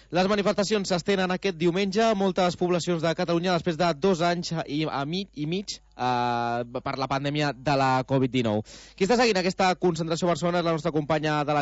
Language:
Catalan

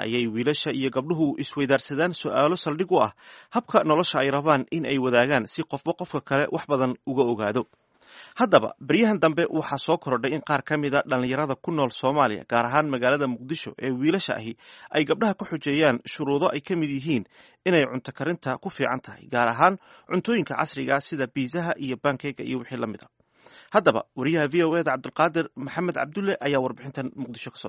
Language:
Somali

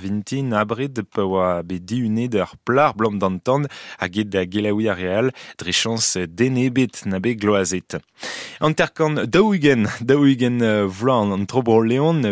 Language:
Breton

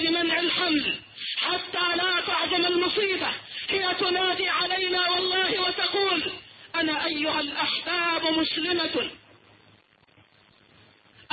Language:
Arabic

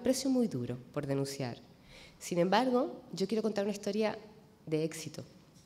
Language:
Spanish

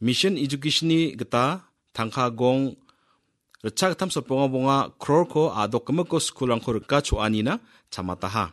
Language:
Garo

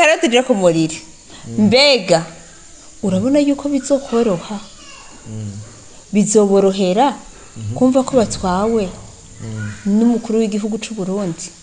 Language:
Rundi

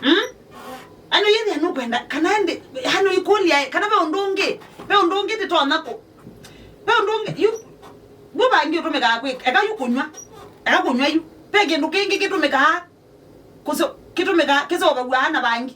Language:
Kamba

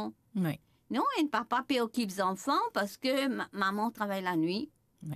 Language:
Morisyen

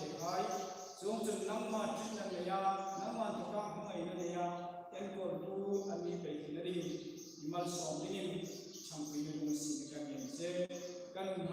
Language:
Hmar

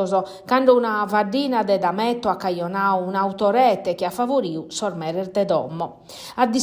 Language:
Sardinian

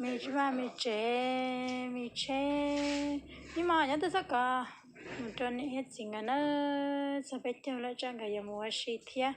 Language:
Hmong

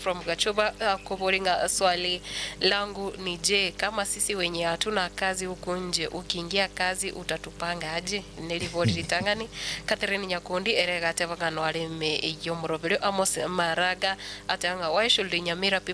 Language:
Gusii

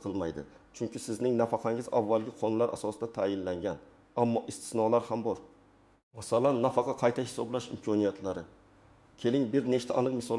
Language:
Uzbek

